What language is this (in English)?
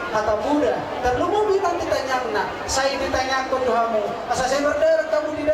Batak Toba